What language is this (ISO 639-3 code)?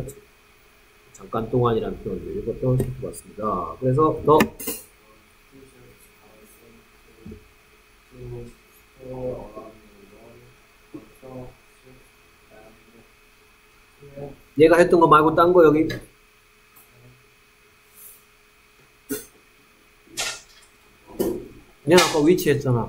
kor